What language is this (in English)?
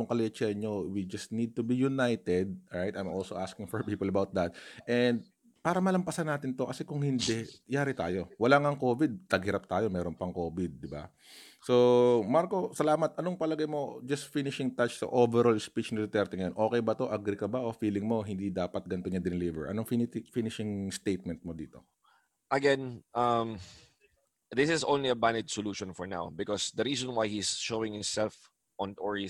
Filipino